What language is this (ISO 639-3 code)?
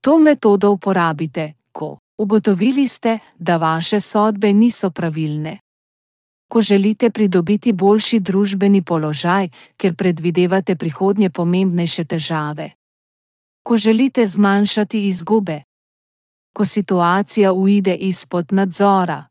slv